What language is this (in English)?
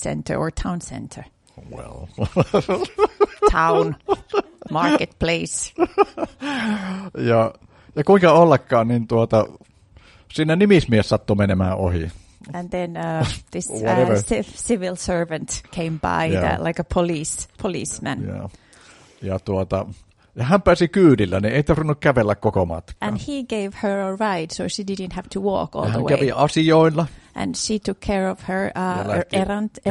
Finnish